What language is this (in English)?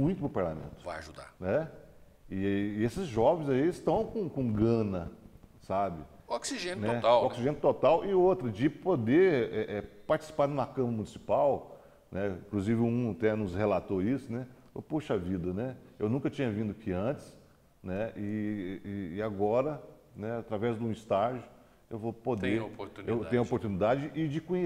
Portuguese